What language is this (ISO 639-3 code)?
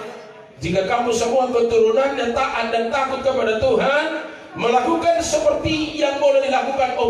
bbc